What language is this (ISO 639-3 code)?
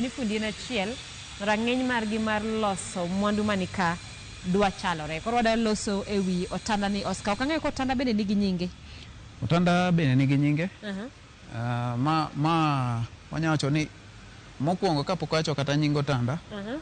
luo